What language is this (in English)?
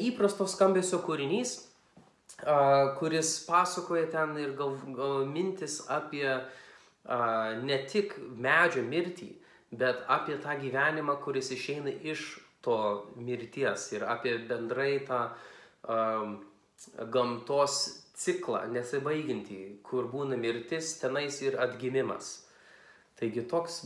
Lithuanian